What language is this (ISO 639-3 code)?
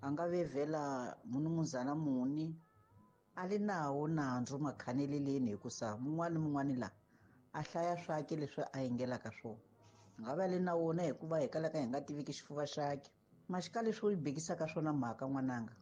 tso